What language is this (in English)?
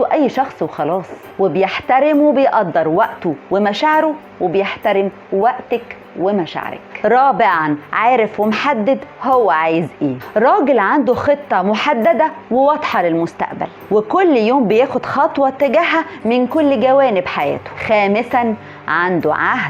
Egyptian Arabic